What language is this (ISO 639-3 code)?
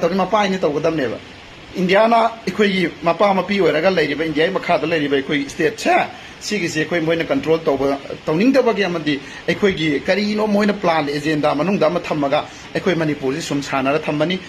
mni